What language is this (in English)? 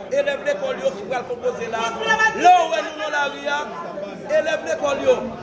Haitian Creole